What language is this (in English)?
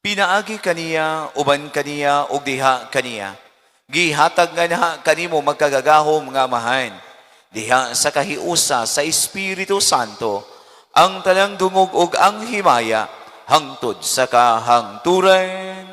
Cebuano